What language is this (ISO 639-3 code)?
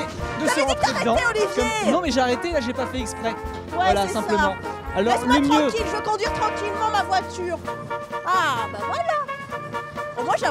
fra